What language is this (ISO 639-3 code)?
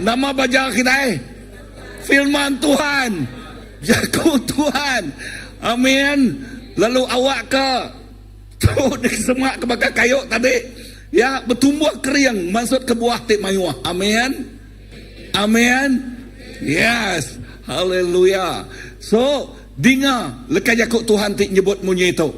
iba